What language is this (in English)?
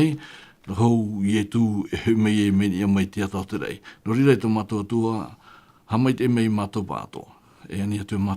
Tahitian